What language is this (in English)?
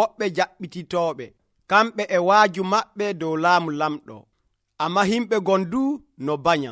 Nigerian Fulfulde